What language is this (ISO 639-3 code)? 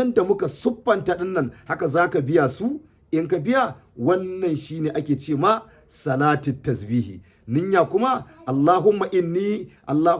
hau